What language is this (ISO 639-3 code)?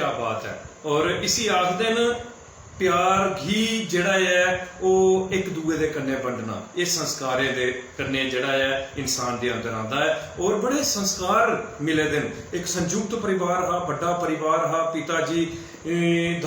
doi